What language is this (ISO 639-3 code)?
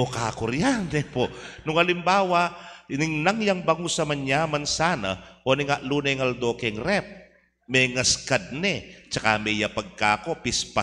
pam